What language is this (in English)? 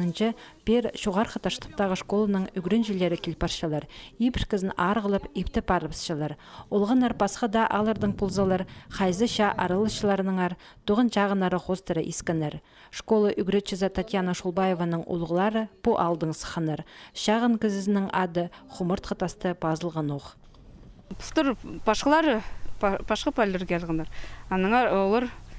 Khakas